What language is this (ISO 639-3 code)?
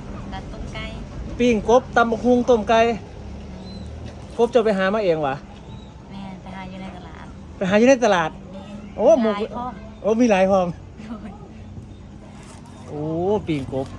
lao